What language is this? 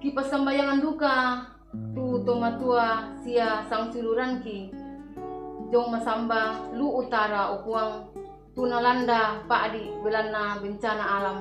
Toraja-Sa'dan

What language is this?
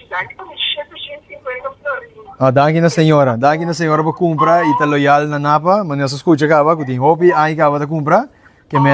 Papiamento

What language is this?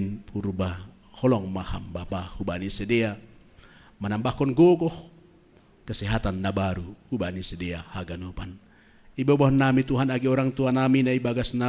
Batak Simalungun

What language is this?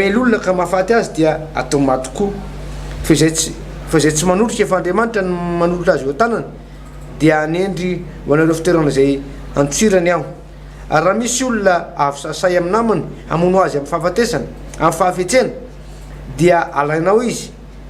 Malagasy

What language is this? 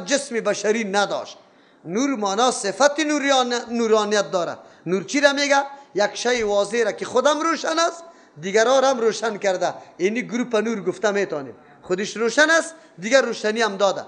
Persian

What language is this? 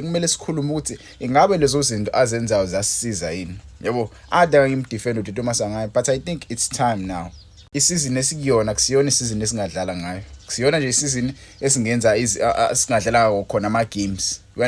Zulu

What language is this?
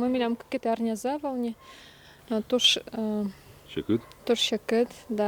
Udmurt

